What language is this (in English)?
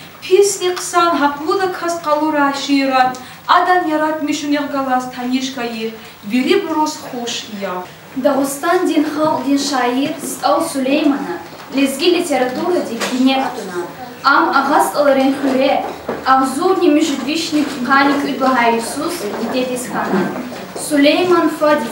Lezghian